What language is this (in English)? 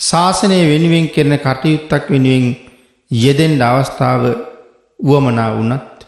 Sinhala